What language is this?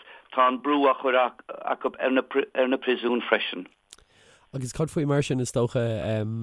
Irish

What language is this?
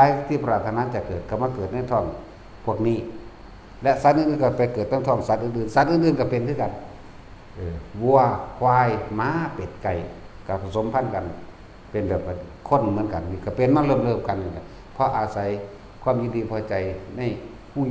Northeastern Thai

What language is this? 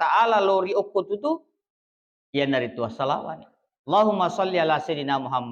Buginese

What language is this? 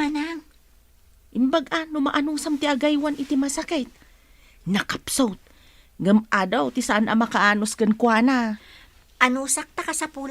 Iloko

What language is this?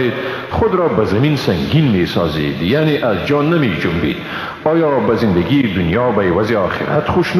Persian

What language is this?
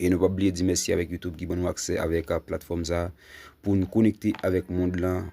Haitian Creole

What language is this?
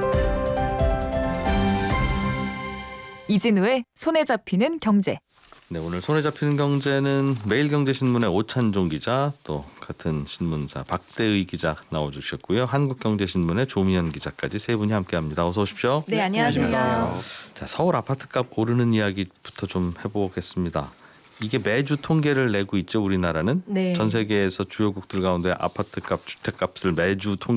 Korean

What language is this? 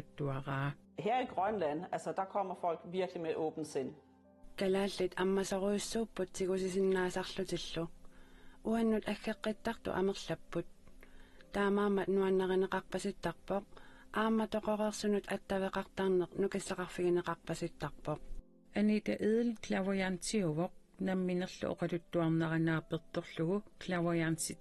Kalaallisut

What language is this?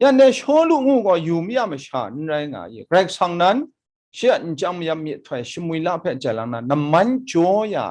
Kachin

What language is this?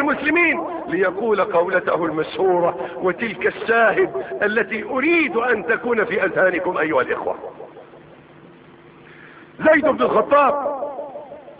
Arabic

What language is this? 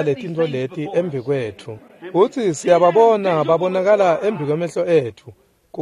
Swati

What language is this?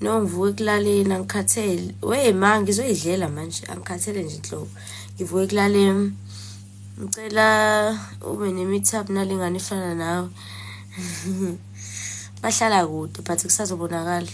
Zulu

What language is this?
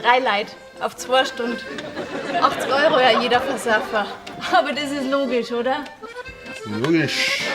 Bavarian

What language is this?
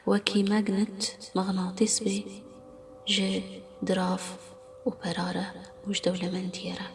Kurdish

